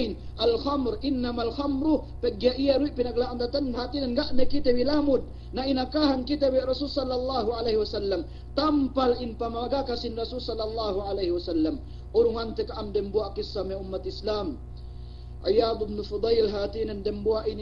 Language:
Yakan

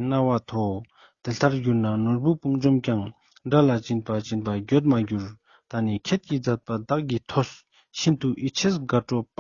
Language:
Ladakhi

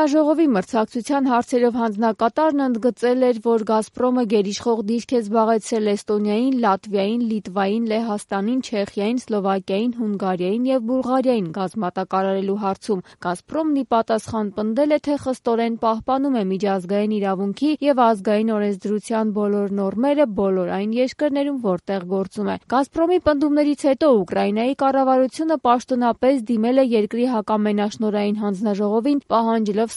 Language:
Armenian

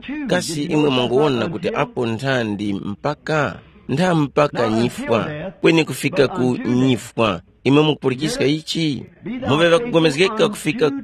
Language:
Tumbuka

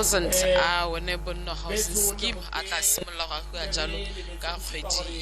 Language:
Tswana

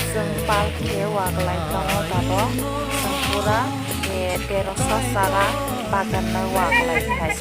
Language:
Kok Borok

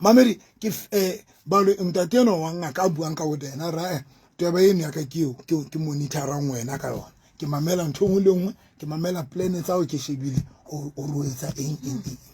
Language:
Southern Sotho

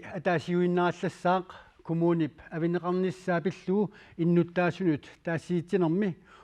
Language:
Kalaallisut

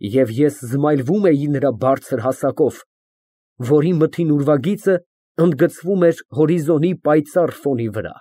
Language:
Armenian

